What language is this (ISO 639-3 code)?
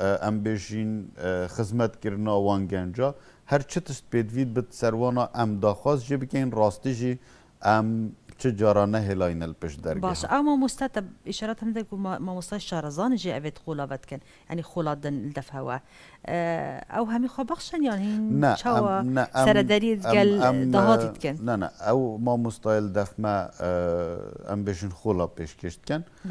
kur